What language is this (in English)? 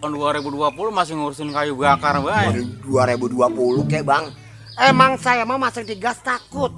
Betawi